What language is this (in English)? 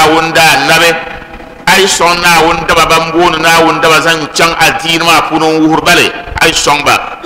Dagbani